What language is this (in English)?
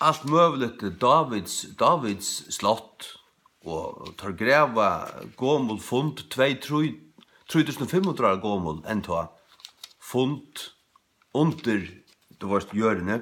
Faroese